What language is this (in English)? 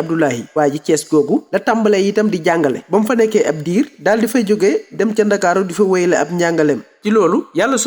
Wolof